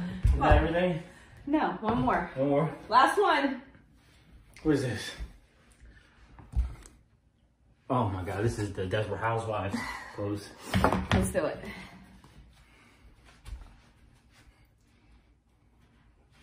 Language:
English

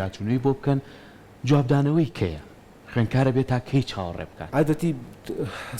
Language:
Central Kurdish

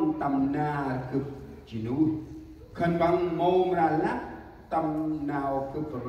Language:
Central Mnong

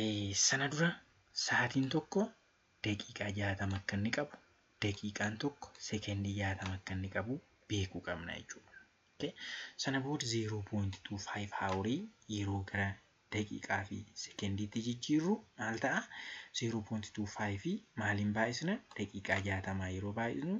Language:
Oromo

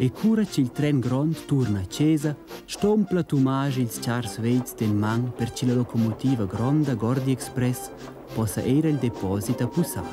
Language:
Romansh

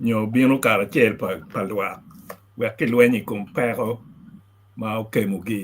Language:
Acoli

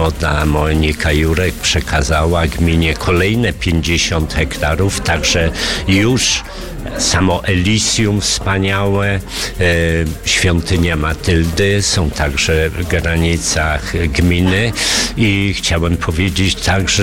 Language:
Polish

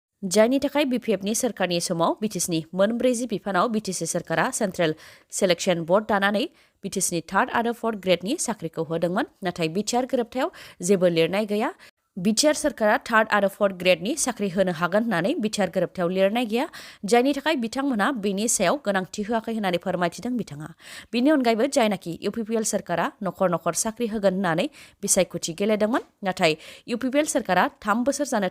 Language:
Bodo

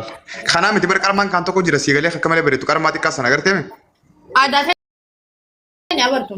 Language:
Oromo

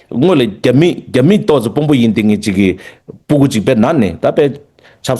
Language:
Tibetan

